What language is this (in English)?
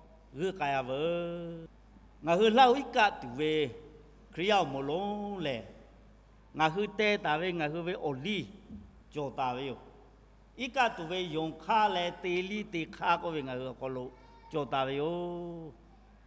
Lahu